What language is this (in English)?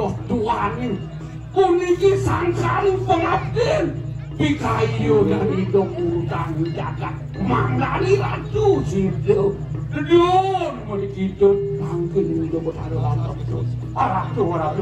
Balinese